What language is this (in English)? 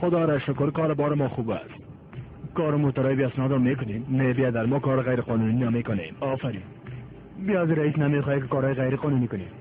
Tajik